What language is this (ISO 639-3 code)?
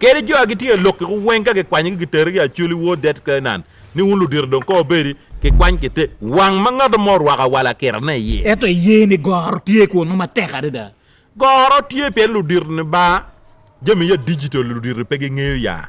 ach